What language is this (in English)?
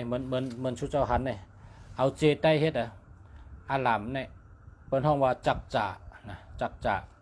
Shan